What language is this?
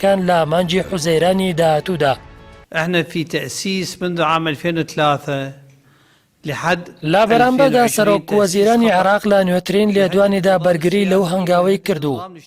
Central Kurdish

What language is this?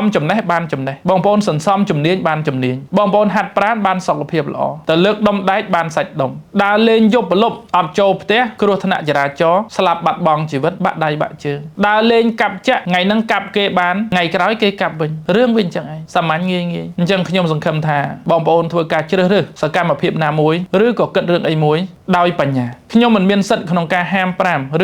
Khmer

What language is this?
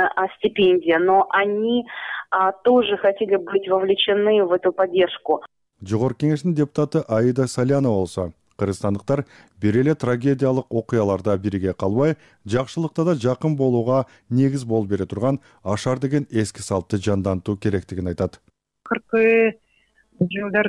Kyrgyz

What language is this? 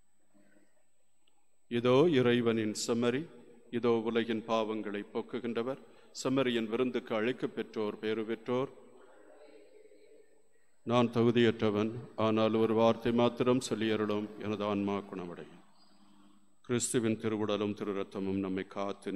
Tamil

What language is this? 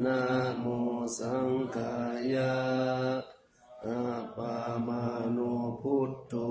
Pali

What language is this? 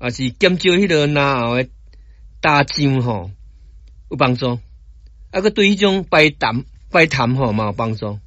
Min Nan Chinese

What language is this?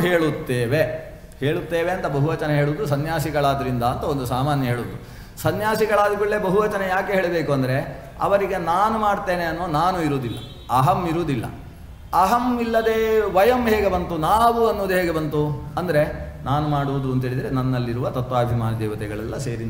Kannada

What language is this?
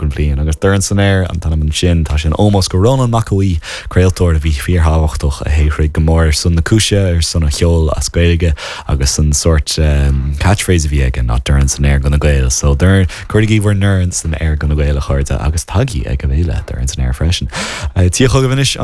Irish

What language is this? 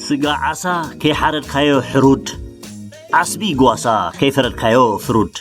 Tigrinya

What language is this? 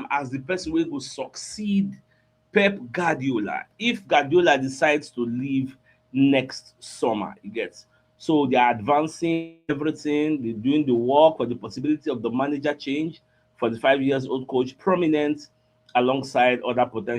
Nigerian Pidgin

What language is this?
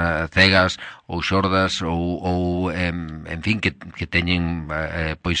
Galician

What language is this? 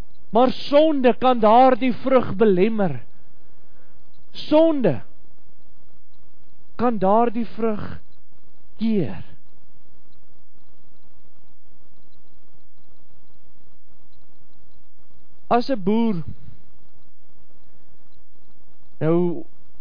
Afrikaans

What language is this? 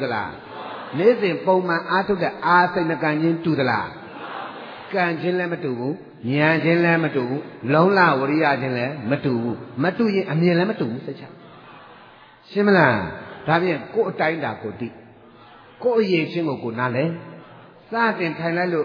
Burmese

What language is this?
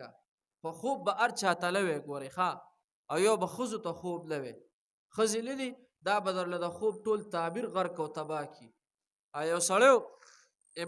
Pashto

